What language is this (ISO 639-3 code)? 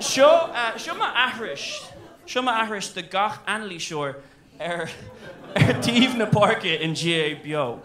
gle